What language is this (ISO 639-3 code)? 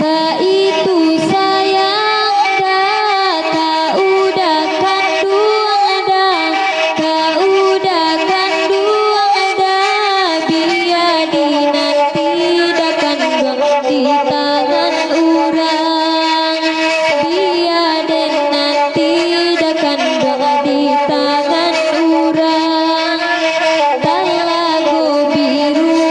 min